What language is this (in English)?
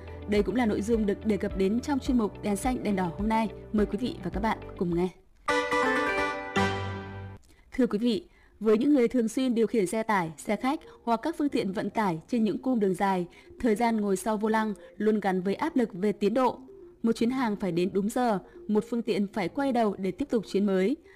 Vietnamese